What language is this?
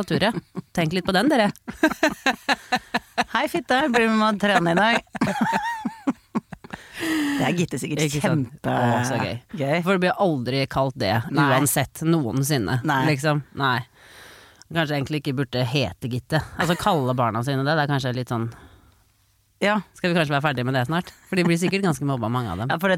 Norwegian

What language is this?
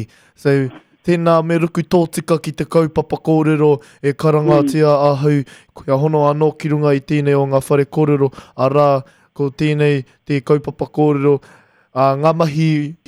Māori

